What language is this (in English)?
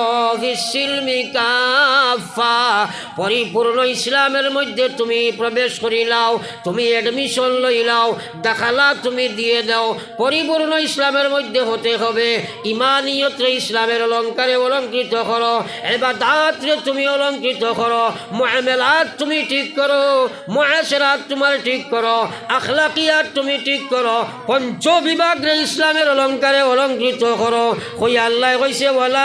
Sylheti